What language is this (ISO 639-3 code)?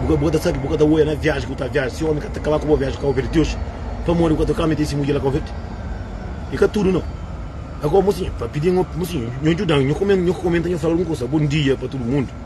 kea